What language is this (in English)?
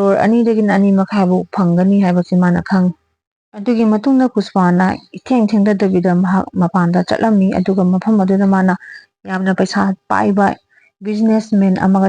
Manipuri